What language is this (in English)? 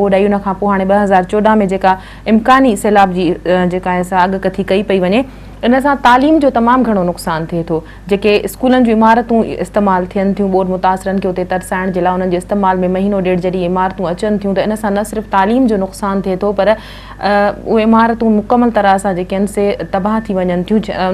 Sindhi